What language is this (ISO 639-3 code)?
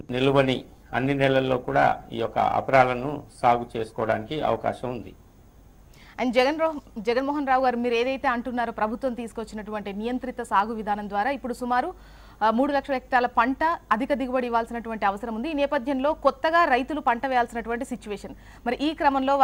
tel